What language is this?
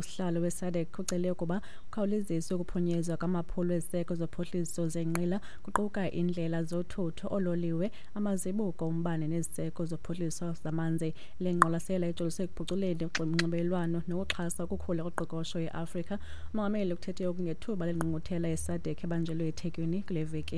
Xhosa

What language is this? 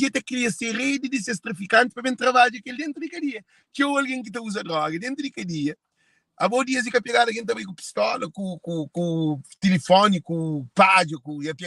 Kabuverdianu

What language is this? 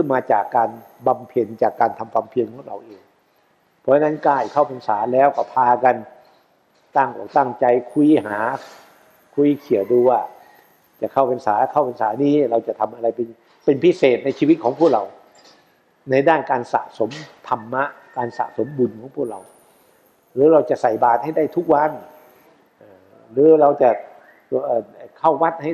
Thai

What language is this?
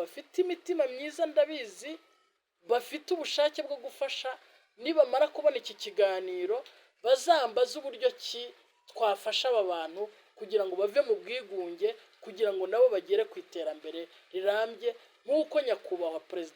Kinyarwanda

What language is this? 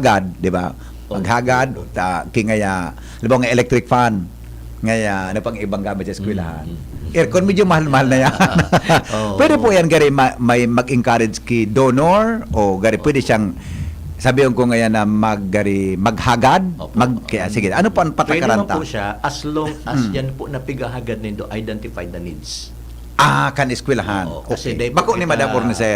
Bikol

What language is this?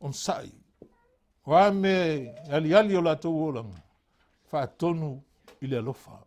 Samoan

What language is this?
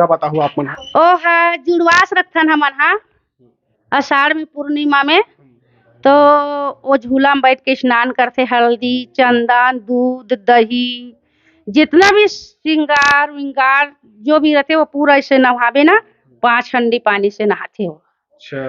Chhattisgarhi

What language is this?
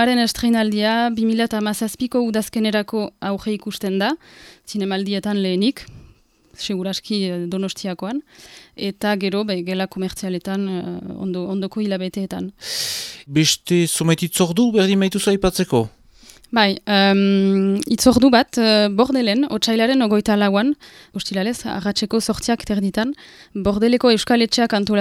Basque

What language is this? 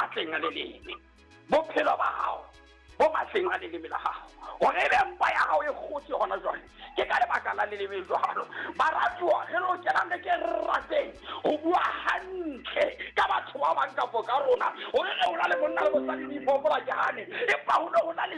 Southern Sotho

